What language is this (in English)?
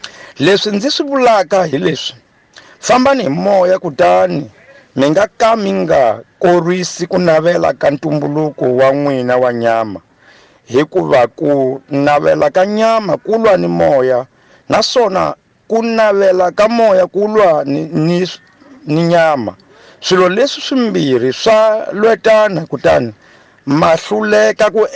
Tsonga